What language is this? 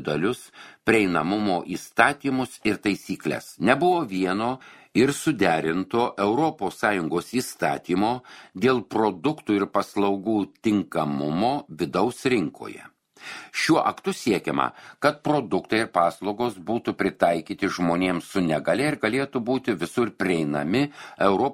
Lithuanian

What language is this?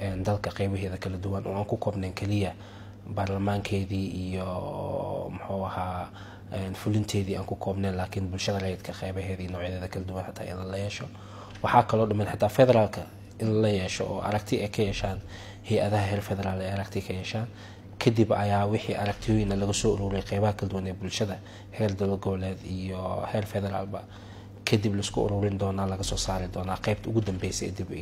Somali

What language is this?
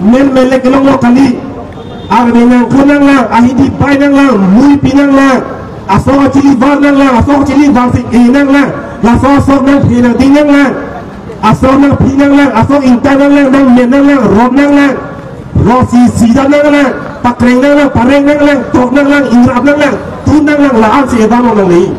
Karbi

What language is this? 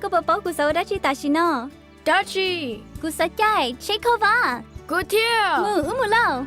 Hmong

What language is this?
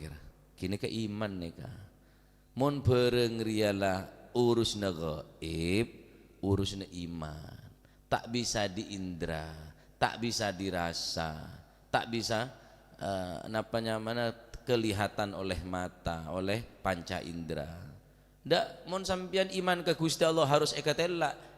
Madurese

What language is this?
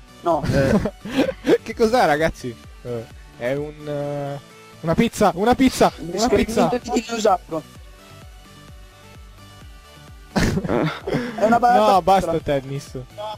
Italian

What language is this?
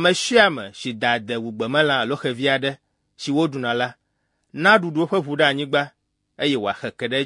Ewe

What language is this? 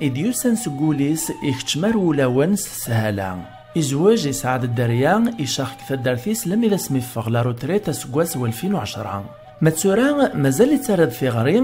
Kabyle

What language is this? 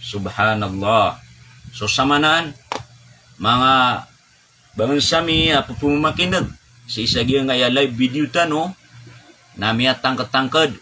Maranao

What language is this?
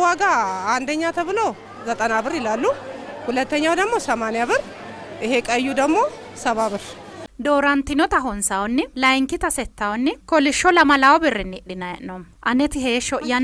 Sidamo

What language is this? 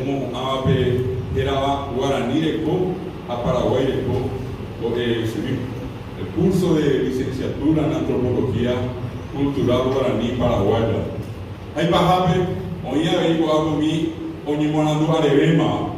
Guarani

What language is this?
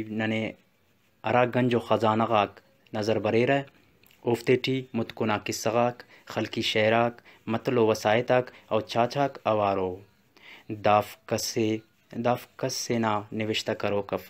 Brahui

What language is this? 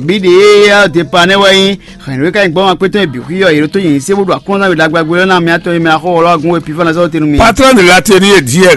Fon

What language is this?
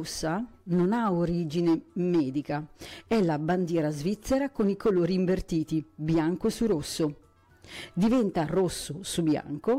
Italian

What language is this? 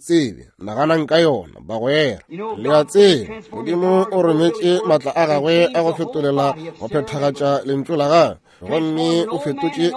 Northern Sotho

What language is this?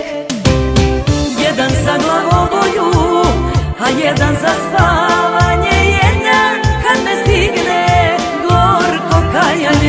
Serbian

